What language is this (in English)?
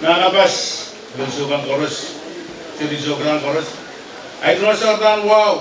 Pohnpeian